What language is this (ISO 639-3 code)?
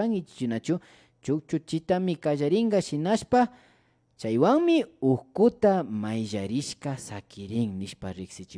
qvi